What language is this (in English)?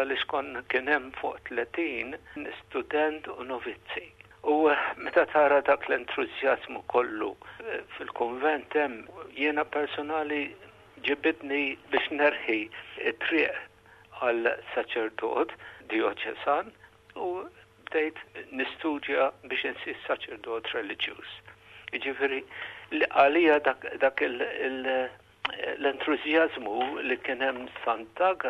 Maltese